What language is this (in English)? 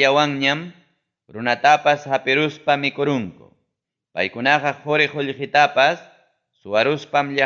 Ayacucho Quechua